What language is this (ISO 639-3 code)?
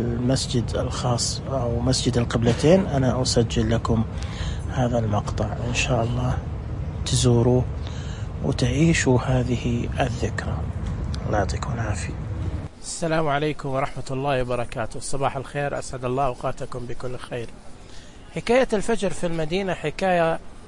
ars